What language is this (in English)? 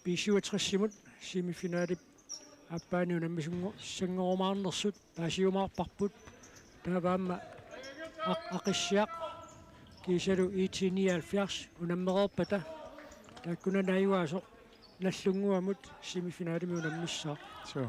Kalaallisut